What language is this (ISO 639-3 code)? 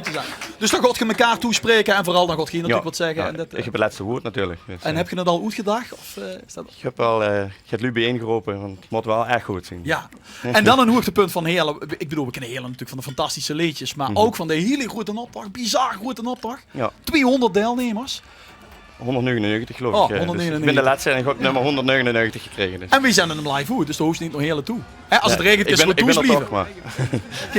lim